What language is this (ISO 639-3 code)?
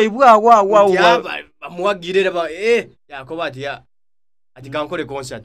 xog